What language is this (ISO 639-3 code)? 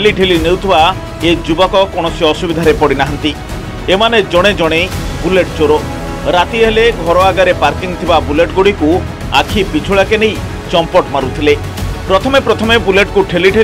ori